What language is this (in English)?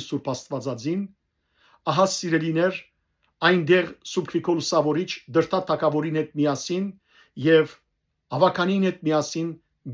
Western Armenian